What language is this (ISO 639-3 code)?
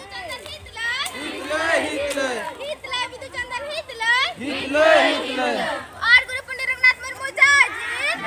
sat